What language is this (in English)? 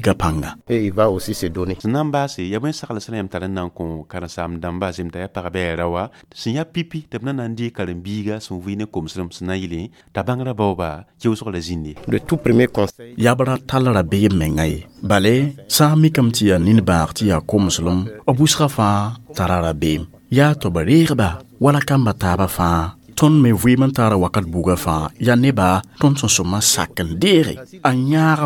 Mossi